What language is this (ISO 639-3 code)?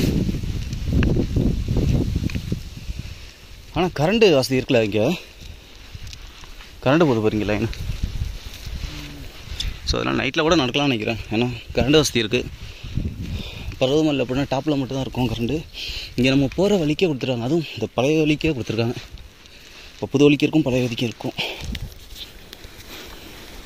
tam